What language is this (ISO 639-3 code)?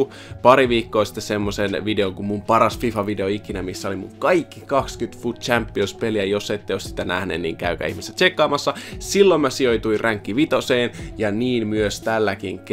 fin